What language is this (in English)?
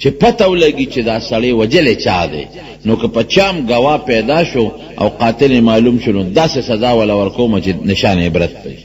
Pashto